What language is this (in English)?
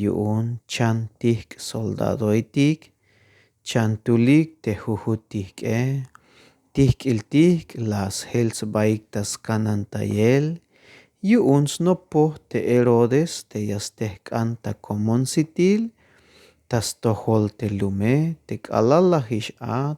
Tzeltal